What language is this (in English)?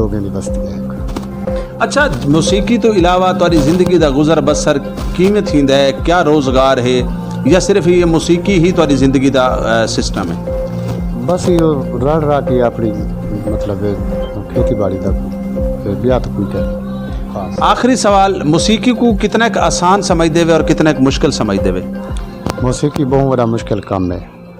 Saraiki